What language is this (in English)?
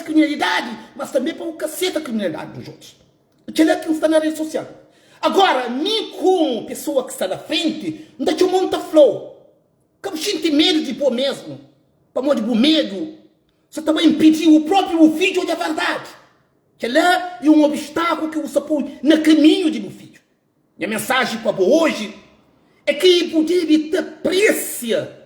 Kabuverdianu